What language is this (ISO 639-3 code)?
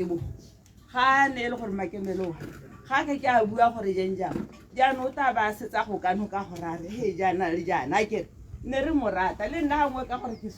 tsn